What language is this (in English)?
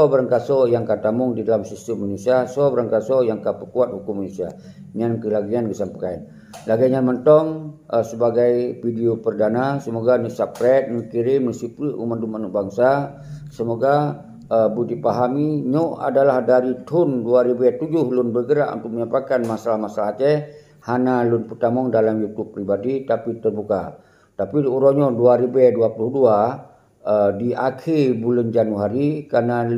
Achinese